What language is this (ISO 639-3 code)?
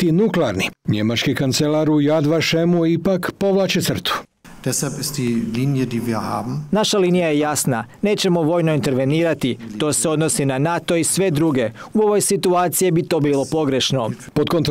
hrv